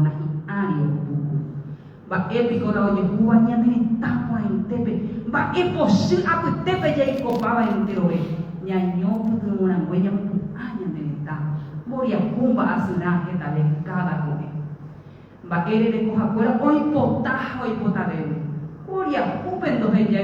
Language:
Guarani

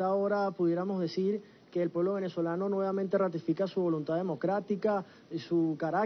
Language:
Spanish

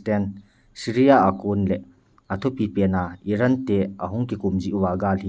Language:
Thado Chin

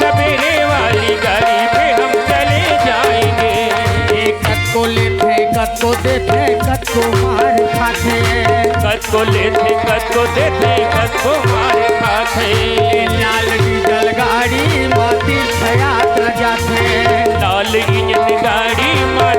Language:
Chhattisgarhi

